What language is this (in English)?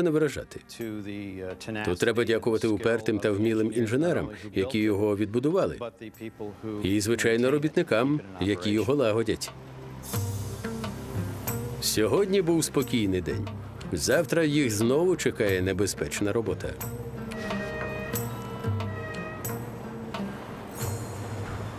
Ukrainian